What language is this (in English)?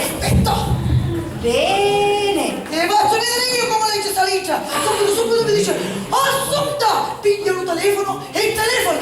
Sicilian